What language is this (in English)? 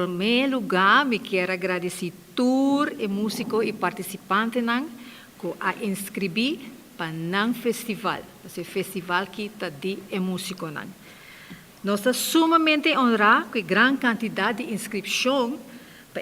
Papiamento